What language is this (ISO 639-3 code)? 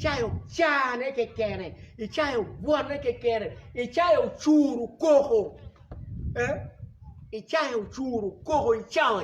ach